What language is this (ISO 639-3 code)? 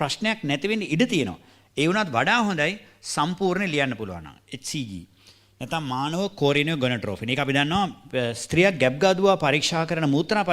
sin